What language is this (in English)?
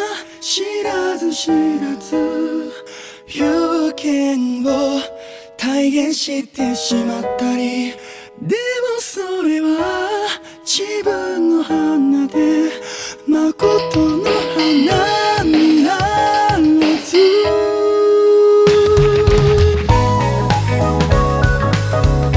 Japanese